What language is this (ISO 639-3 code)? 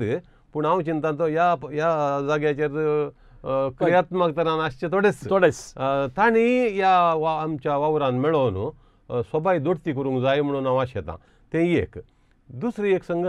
kok